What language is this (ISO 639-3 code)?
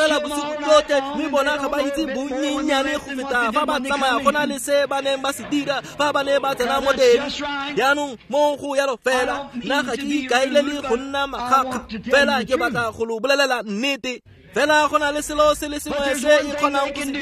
tsn